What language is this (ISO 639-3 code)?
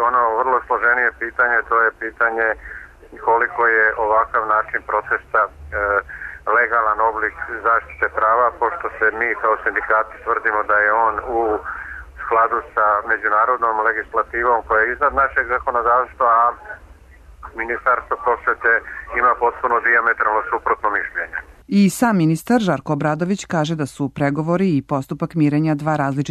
srp